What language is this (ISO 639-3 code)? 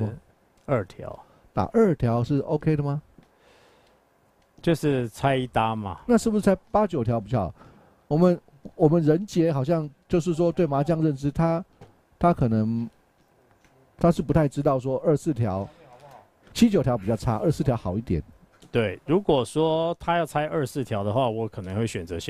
zho